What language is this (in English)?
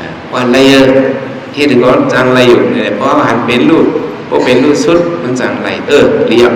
Shan